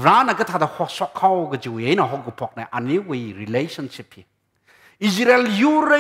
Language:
Tangkhul Naga (India)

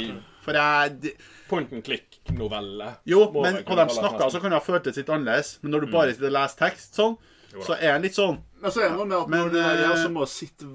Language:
Norwegian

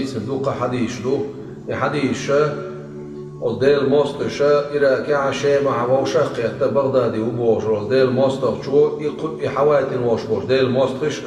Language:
Chechen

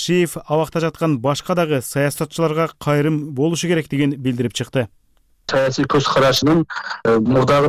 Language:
Kyrgyz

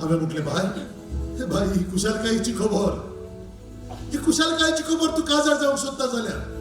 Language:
Konkani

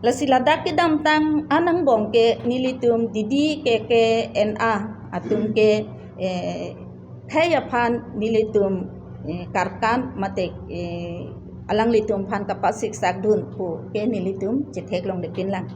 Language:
Karbi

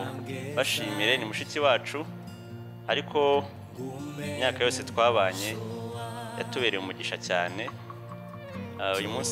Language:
Kinyarwanda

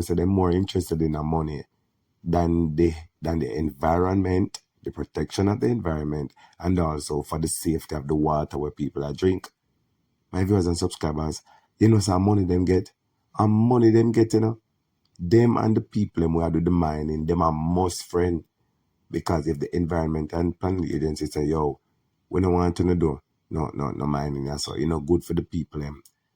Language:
Jamaican Creole English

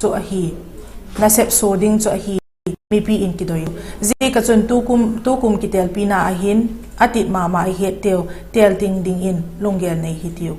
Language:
Vaiphei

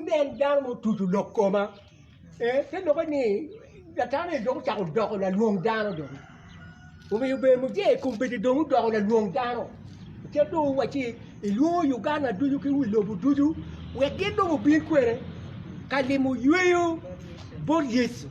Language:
Acoli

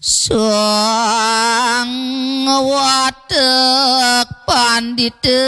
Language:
Balinese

